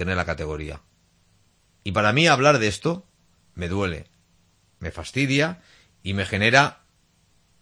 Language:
Spanish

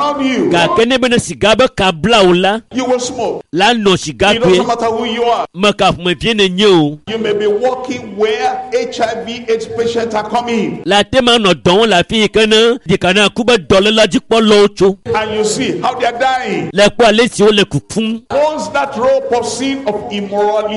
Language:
Ewe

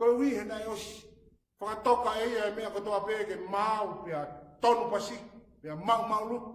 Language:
Tongan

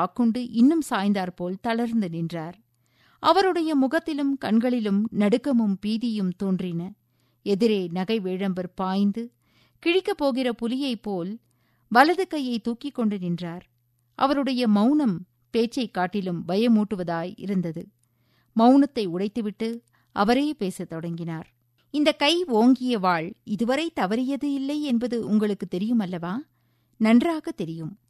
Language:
Tamil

